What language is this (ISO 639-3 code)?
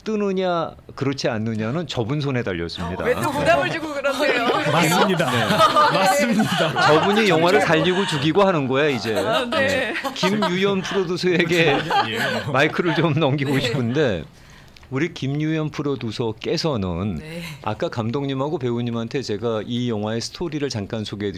kor